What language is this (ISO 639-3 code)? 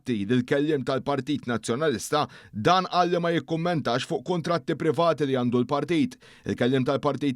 mlt